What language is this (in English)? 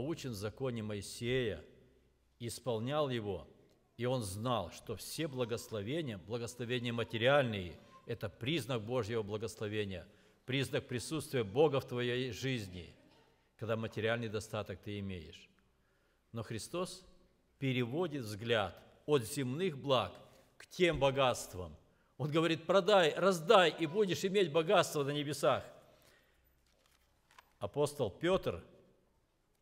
Russian